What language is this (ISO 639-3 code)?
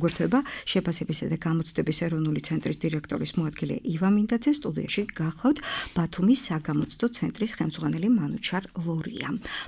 kat